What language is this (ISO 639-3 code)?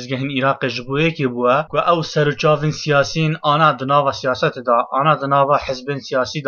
kur